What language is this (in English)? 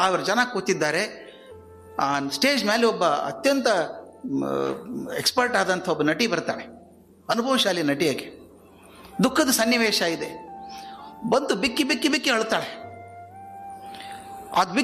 Kannada